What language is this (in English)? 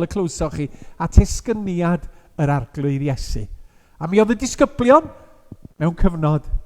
Welsh